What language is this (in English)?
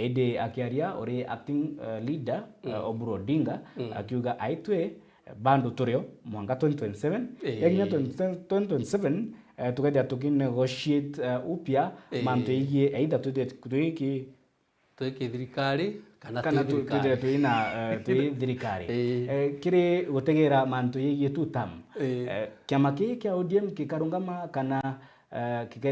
Meru